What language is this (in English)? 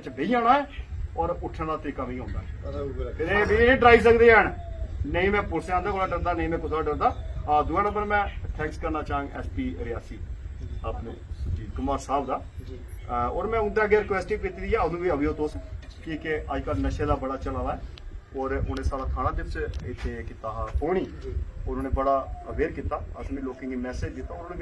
Dogri